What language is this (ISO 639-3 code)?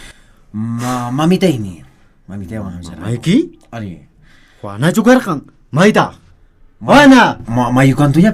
que